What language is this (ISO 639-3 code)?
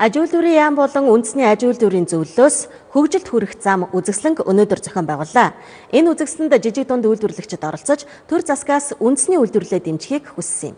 mon